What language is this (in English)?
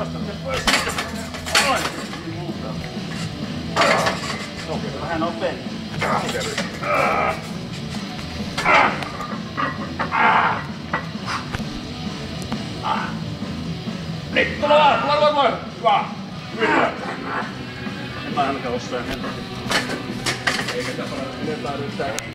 Finnish